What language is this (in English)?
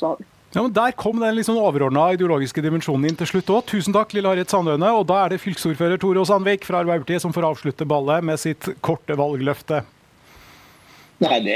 Norwegian